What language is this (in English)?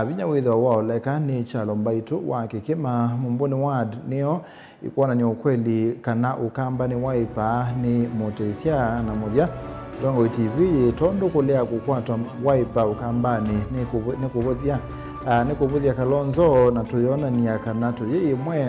Kamba